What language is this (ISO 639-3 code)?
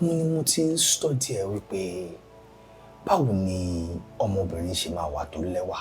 yor